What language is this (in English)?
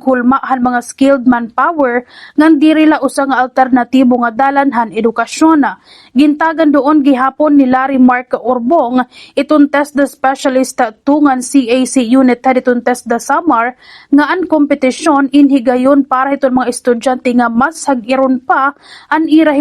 Waray